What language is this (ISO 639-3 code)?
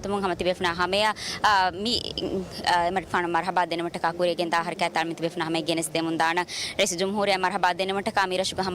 div